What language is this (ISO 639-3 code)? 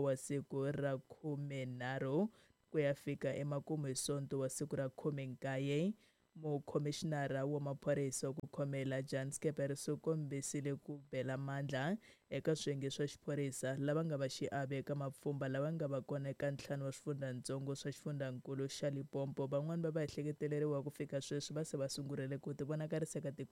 tso